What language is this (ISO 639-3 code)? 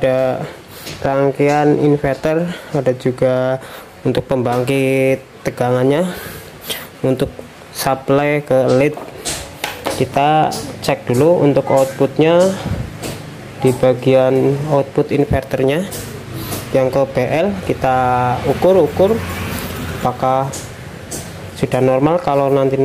ind